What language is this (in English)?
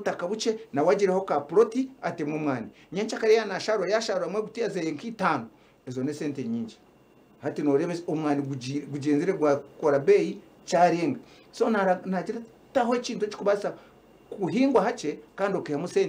Nyankole